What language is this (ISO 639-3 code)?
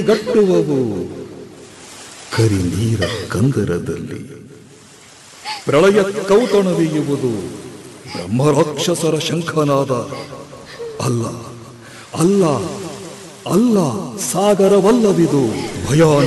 kan